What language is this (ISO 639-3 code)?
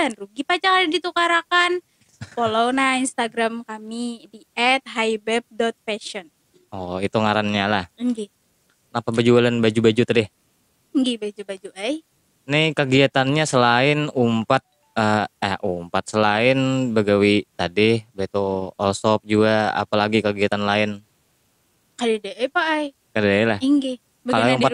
bjn